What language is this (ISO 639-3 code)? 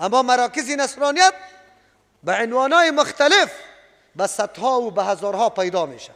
fas